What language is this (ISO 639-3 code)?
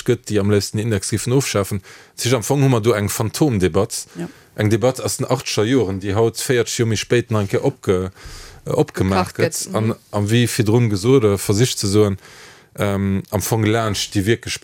ltz